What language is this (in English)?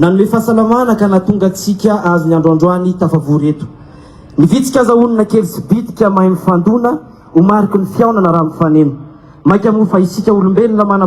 Malagasy